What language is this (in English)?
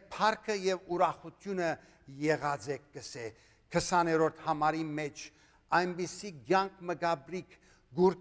Western Armenian